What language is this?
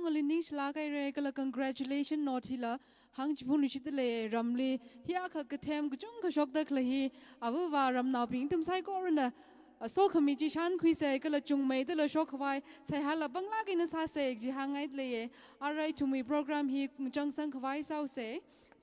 Tangkhul Naga (India)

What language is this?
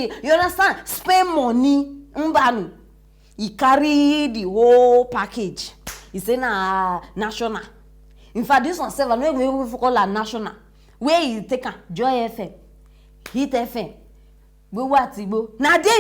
Nigerian Pidgin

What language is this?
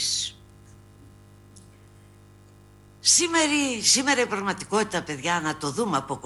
Greek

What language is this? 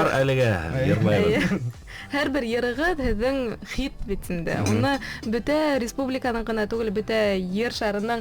Bashkir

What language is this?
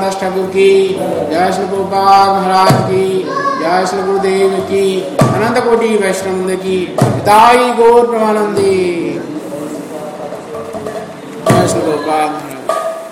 Odia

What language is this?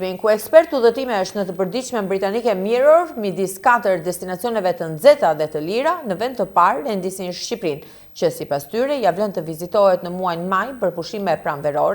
Albanian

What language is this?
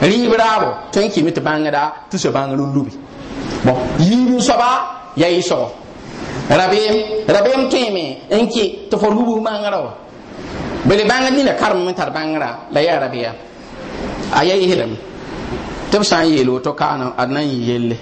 Mossi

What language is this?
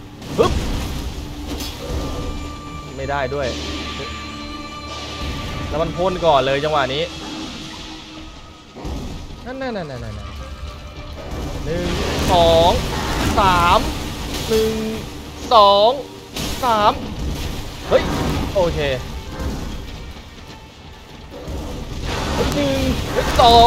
Thai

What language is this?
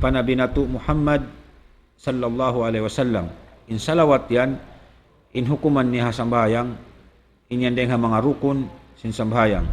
Tausug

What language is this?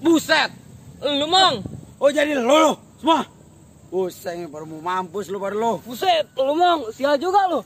Betawi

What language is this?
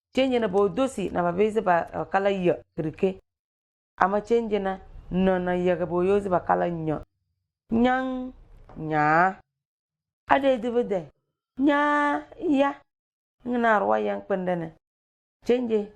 Tem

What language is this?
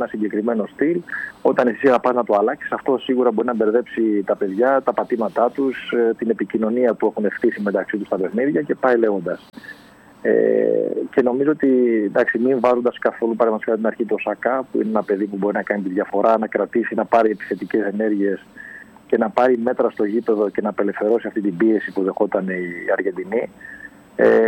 Greek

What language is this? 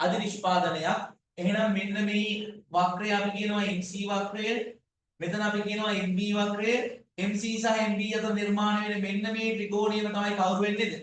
Sinhala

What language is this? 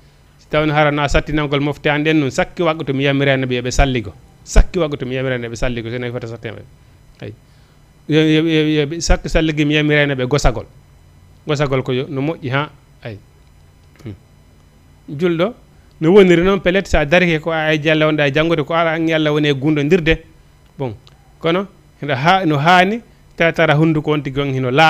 Fula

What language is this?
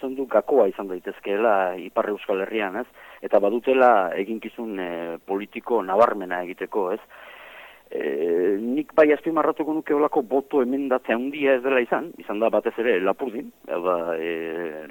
Basque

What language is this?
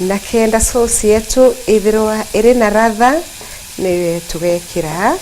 Meru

